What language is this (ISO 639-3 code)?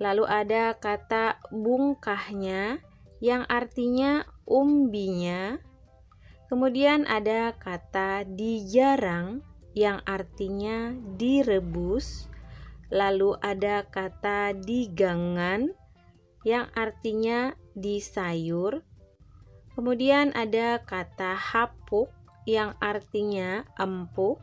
bjn